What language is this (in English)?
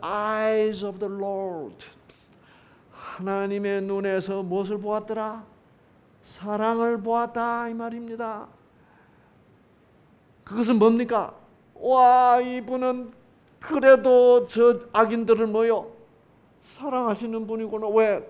Korean